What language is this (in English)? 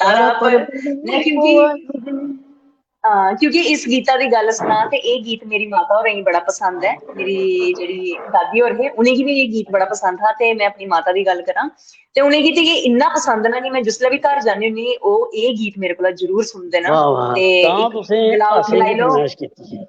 Dogri